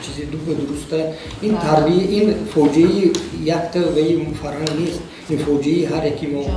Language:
Tajik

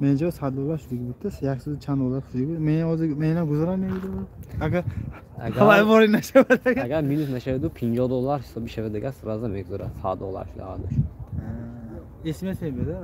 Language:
Tajik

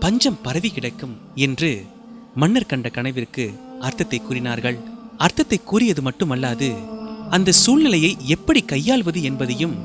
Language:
Tamil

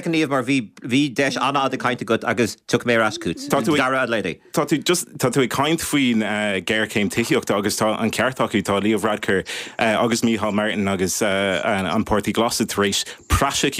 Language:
Irish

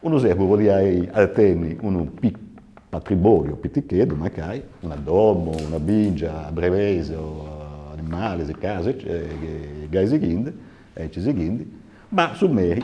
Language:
Sardinian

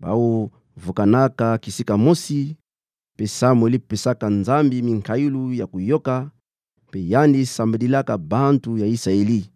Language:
Kituba (Democratic Republic of Congo)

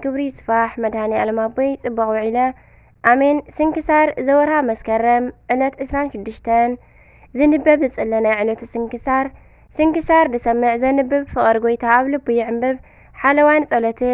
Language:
Tigrinya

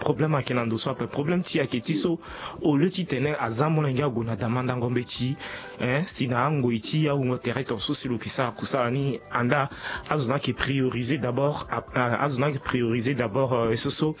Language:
Sango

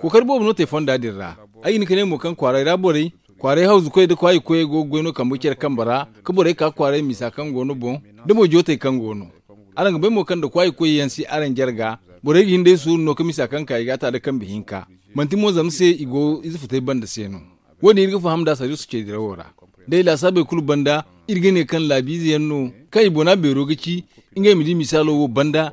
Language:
Zarma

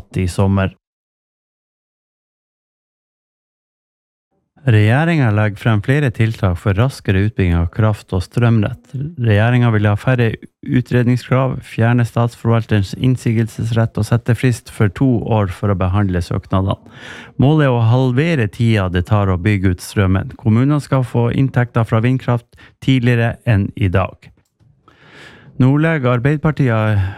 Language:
Norwegian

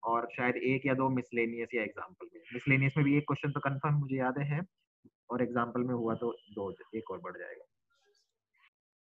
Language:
Hindi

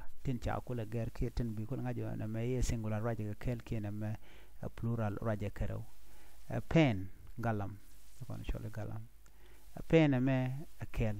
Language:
Nuer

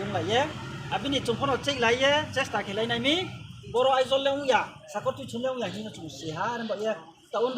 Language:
Riang (India)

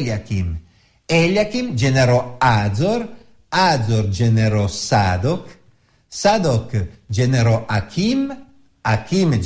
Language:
Italian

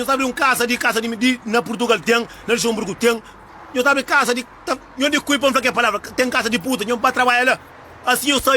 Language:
Kabuverdianu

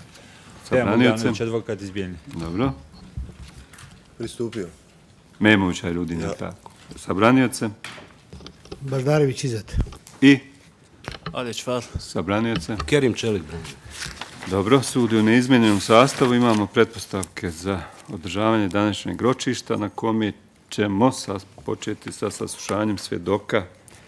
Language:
Bosnian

